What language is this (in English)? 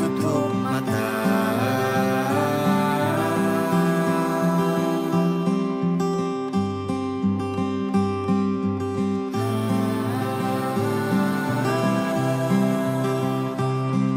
Indonesian